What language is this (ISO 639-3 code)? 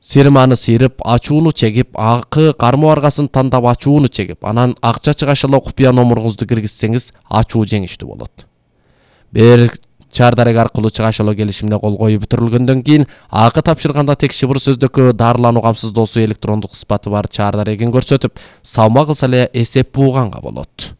kir